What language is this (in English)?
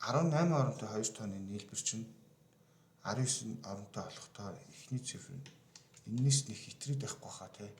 Mongolian